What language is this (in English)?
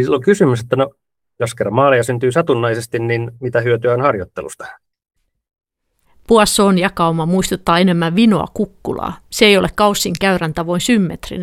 Finnish